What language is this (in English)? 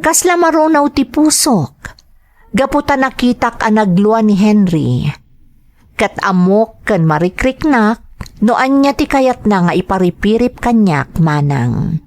Iloko